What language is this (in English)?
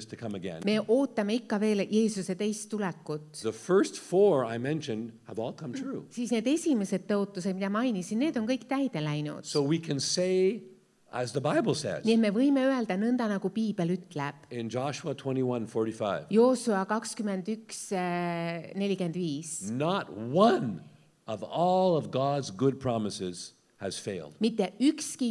Estonian